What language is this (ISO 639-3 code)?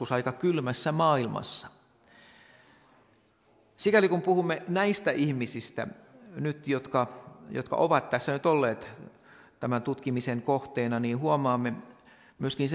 fin